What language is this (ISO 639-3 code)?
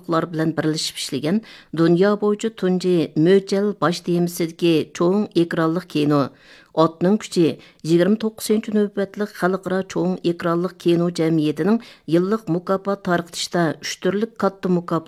uig